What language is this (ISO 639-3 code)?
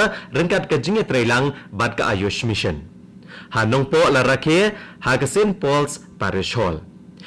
kha